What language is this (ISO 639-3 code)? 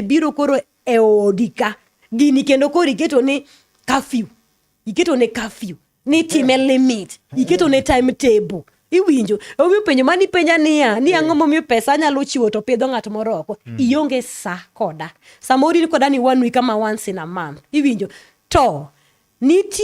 luo